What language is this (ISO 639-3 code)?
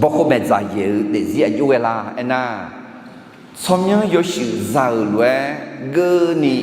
ahk